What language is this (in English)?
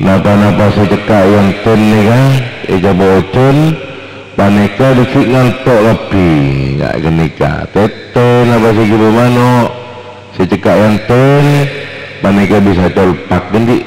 Madurese